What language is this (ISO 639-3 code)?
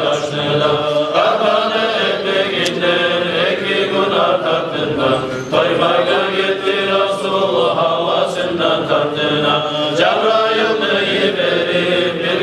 kum